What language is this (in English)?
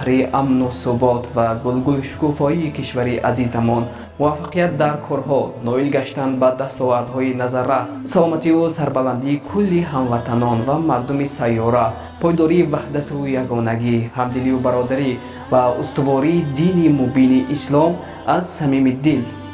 Tajik